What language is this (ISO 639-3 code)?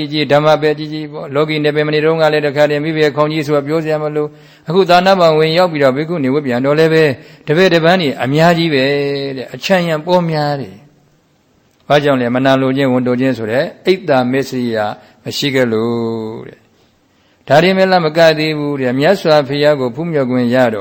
mya